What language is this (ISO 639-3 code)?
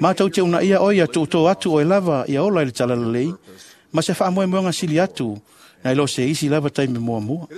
smo